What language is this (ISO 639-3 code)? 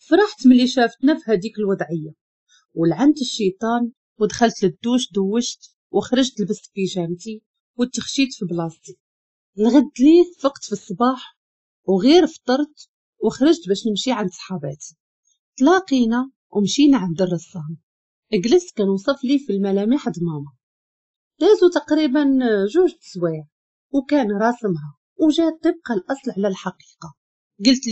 ary